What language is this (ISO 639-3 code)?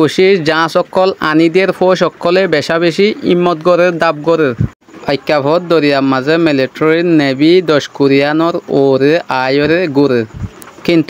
rhg